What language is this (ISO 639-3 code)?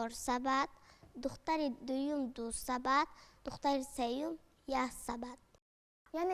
tgk